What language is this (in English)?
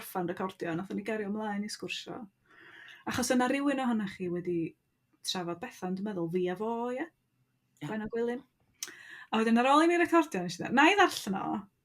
Welsh